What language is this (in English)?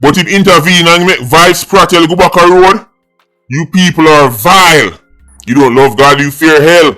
Jamaican Creole English